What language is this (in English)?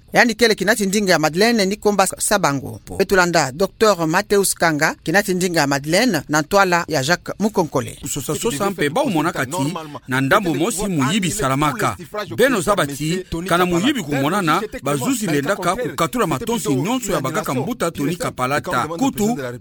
Kituba (Democratic Republic of Congo)